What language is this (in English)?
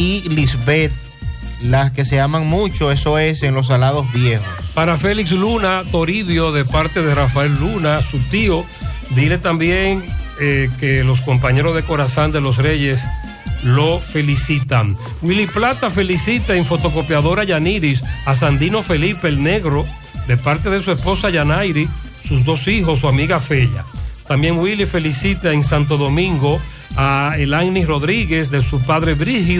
Spanish